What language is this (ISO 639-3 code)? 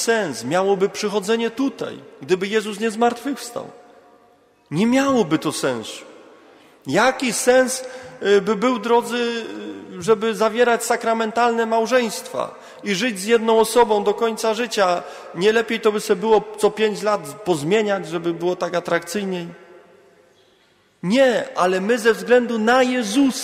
pol